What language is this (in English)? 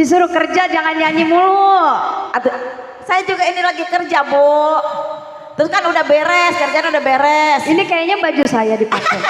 Betawi